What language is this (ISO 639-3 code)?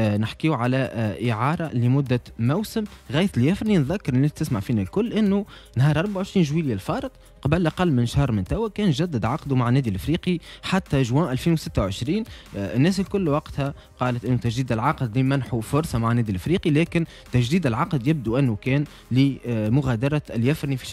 aeb